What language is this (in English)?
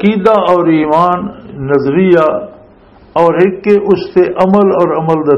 Western Panjabi